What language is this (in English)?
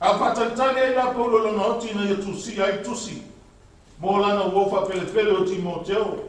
Samoan